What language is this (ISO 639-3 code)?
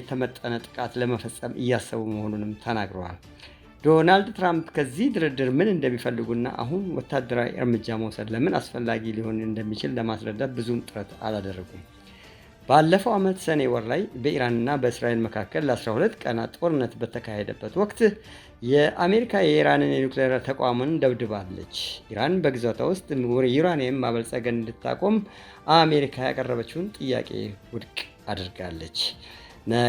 amh